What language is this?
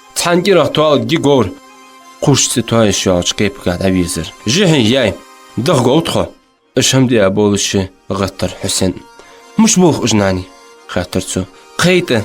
Ingush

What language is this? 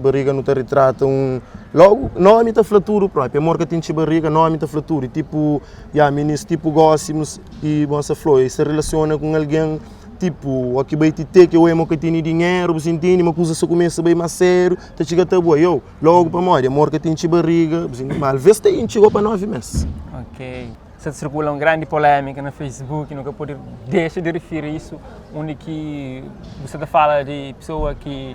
Kabuverdianu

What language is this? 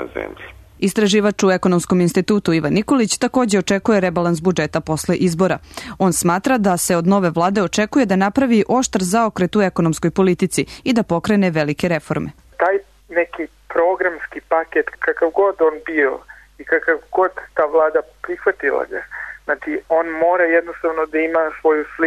Serbian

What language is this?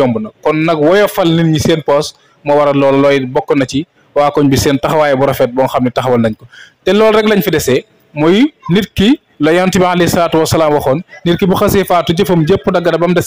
Wolof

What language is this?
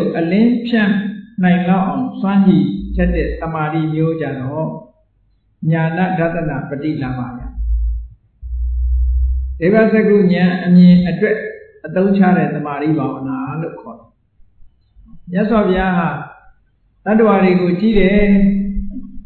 Burmese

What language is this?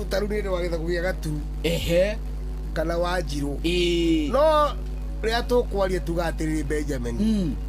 Kikuyu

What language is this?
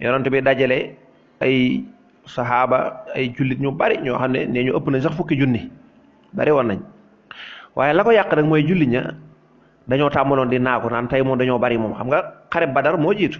Wolof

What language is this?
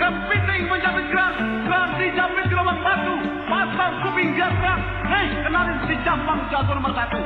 Betawi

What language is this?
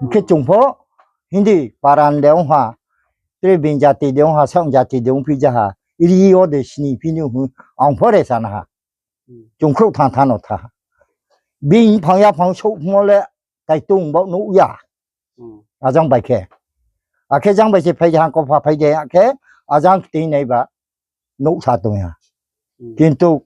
Riang (India)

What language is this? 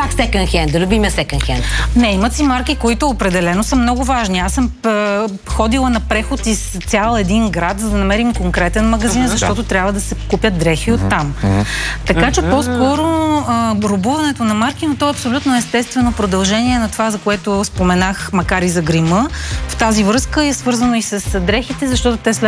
Bulgarian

